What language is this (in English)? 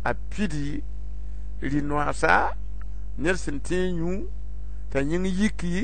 Mossi